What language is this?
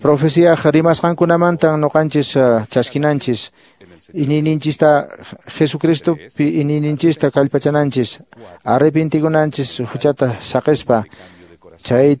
Quechua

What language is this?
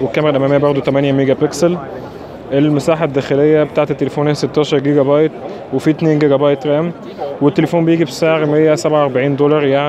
Egyptian Arabic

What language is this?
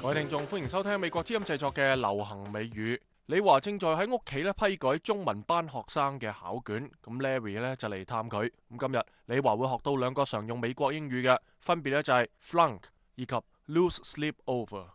Cantonese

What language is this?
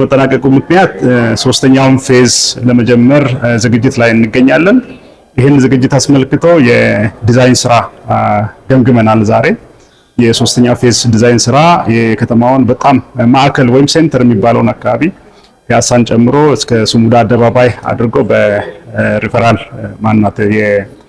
Amharic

